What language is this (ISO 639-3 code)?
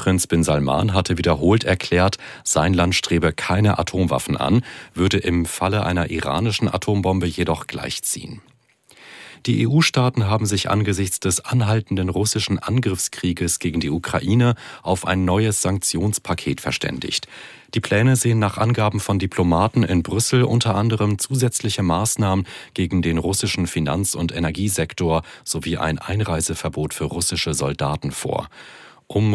deu